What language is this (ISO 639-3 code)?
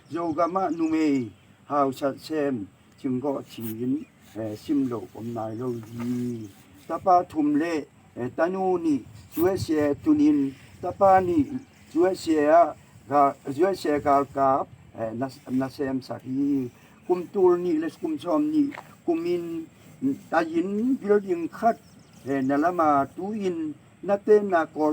ctd